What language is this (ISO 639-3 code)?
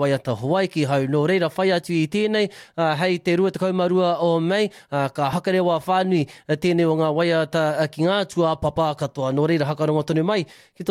mri